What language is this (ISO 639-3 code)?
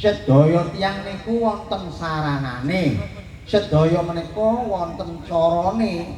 jav